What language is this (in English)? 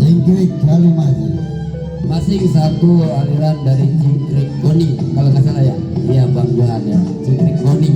Betawi